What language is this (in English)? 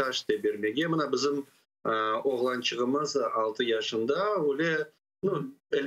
Crimean Tatar